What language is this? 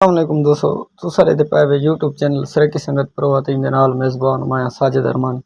Saraiki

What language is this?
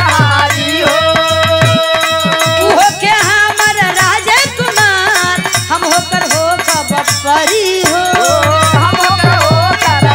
Bhojpuri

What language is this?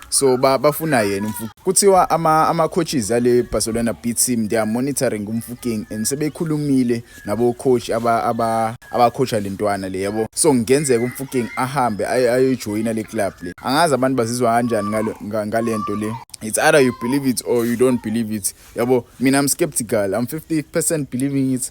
Zulu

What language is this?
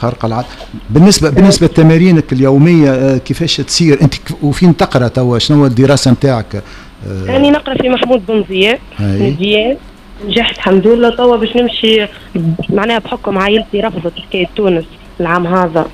Tunisian Arabic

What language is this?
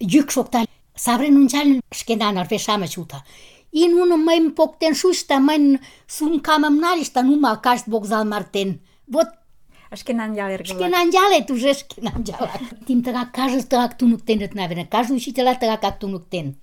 Mari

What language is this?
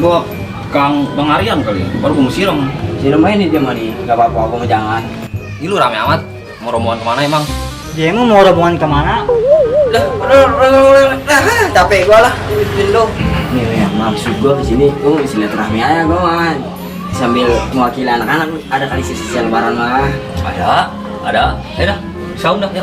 Betawi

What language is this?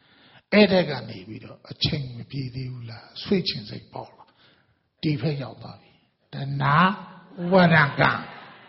Burmese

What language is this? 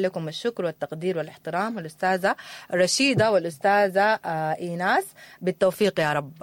Sudanese Arabic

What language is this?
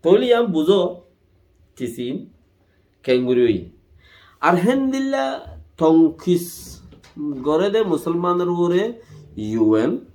Rohingya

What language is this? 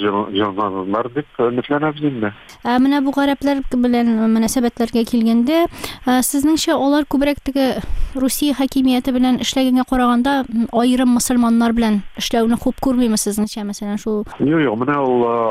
Tatar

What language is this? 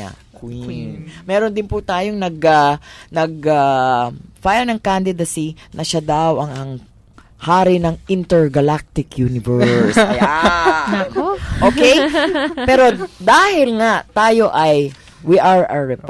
Filipino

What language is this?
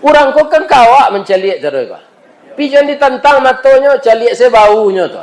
Minangkabau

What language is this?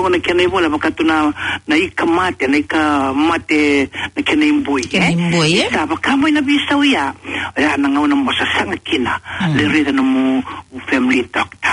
Fijian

